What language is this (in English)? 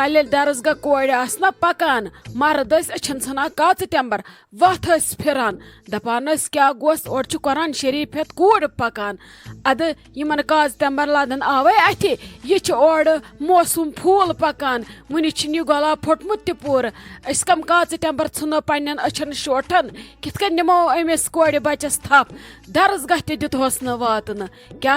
Kashmiri